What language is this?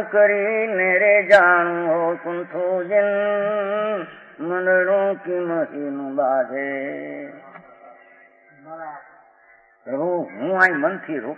Gujarati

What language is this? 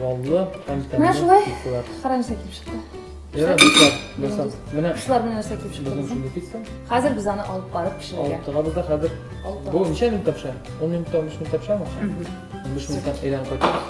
Tatar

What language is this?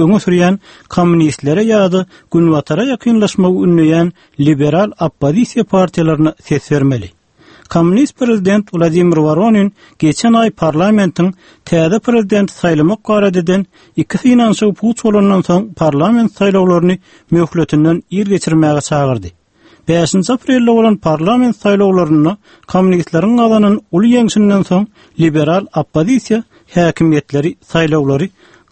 Turkmen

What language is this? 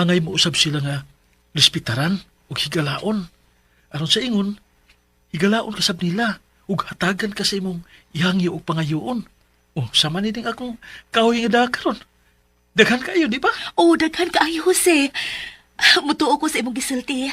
Cebuano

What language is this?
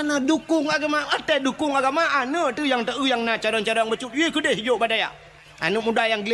Achinese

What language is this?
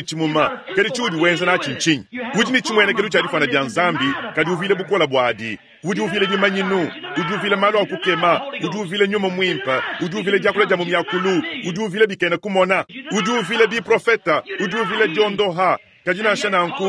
Luba-Lulua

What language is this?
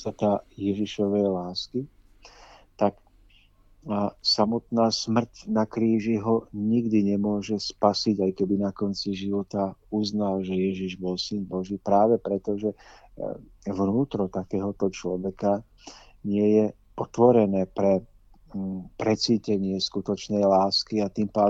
Slovak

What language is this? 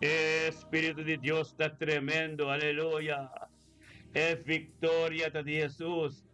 Papiamento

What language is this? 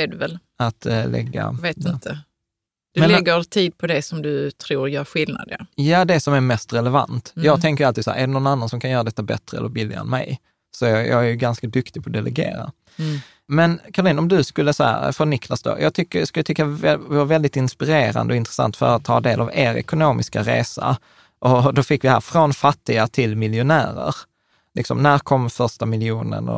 Swedish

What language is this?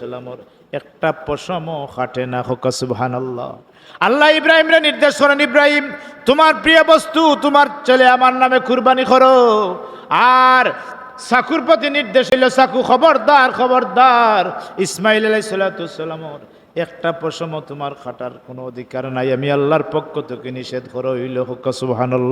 Sylheti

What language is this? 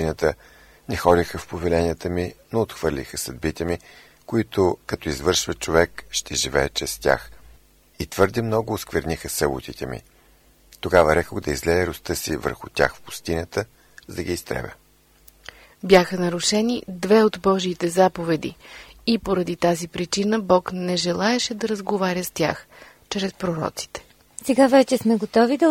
Bulgarian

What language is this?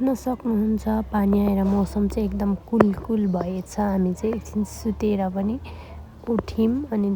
Nepali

